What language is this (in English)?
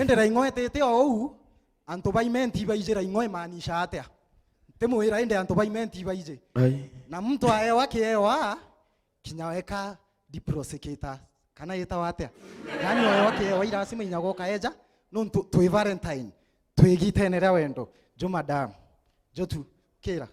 Meru